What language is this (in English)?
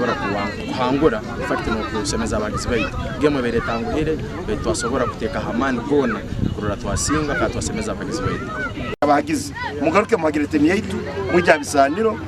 Nyankole